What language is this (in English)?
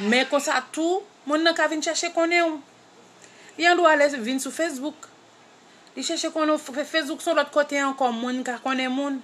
Haitian Creole